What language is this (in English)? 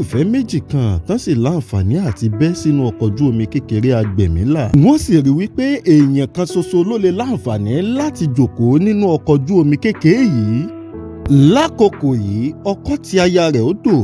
Yoruba